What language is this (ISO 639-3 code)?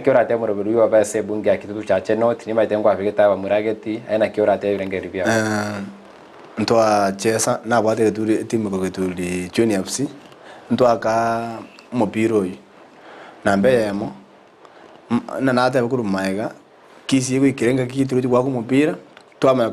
guz